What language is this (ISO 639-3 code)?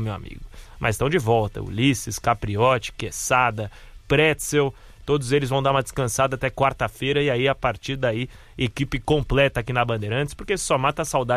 por